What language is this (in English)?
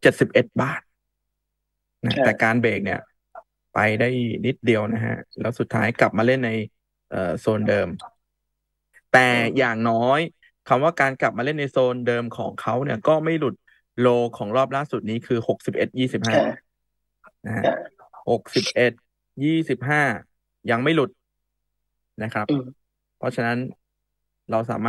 Thai